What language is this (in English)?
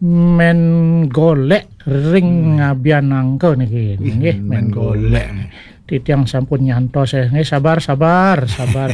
Balinese